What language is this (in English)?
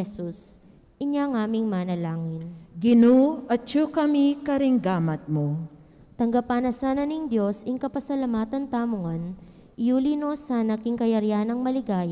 Pampanga